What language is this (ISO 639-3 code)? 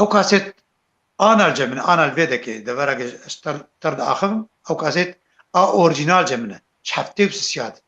kur